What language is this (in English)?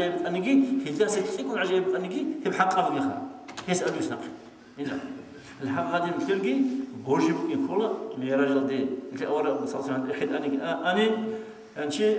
Avaric